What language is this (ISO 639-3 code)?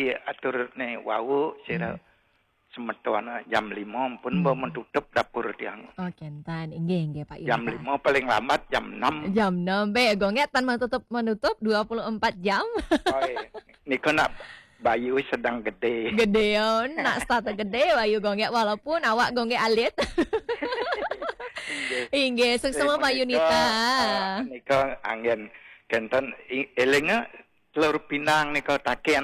ban